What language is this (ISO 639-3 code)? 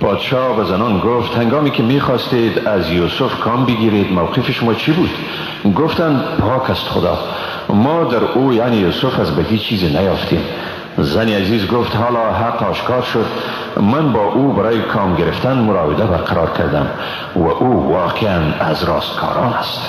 fas